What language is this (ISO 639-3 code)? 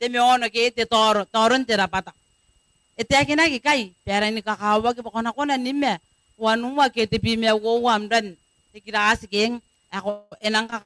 gil